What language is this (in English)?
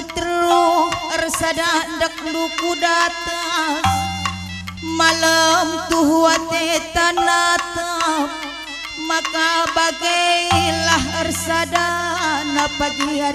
Batak Karo